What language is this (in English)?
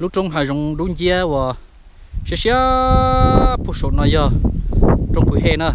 Hmong